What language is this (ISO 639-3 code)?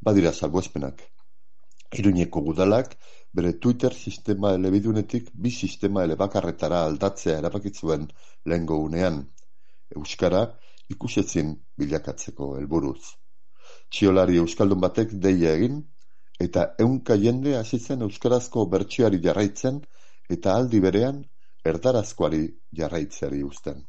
eus